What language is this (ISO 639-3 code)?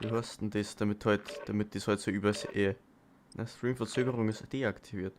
bar